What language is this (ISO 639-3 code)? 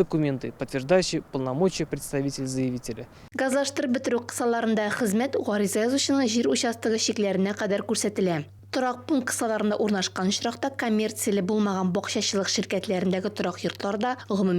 tat